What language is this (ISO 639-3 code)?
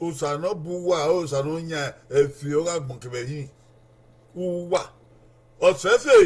bin